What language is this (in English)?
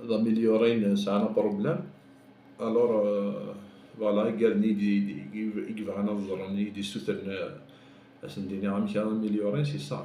Kabyle